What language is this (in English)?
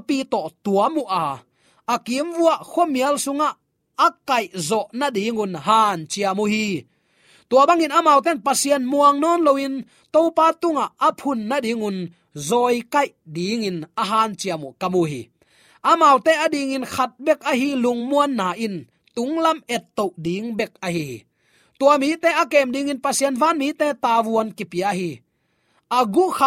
Tedim Chin